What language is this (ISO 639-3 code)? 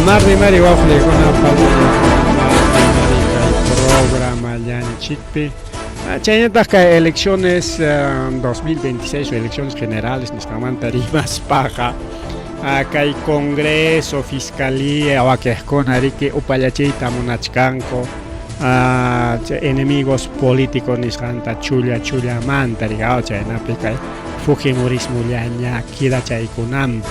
quy